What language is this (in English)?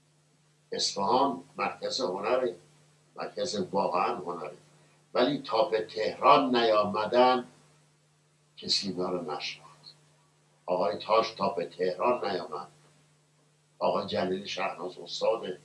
Persian